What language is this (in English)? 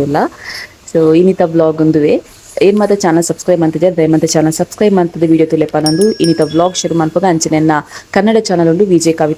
Tulu